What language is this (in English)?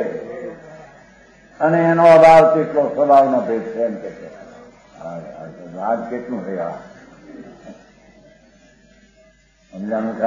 Gujarati